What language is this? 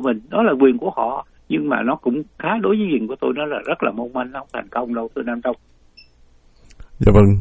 Vietnamese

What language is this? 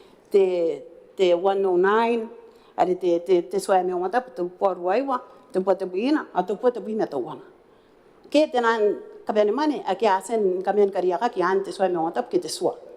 Gilbertese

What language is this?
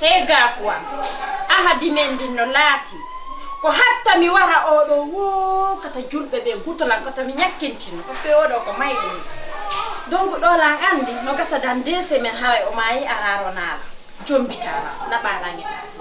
Fula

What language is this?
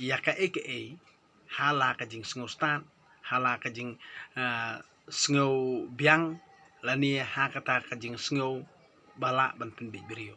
Khasi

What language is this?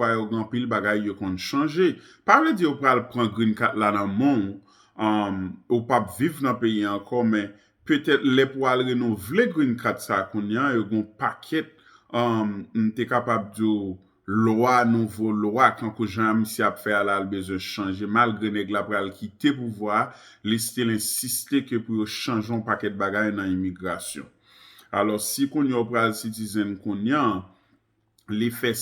Haitian Creole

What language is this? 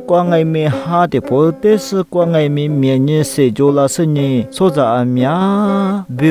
Lisu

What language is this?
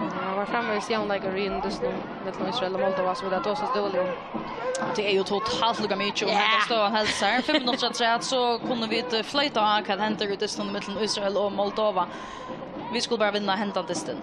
Faroese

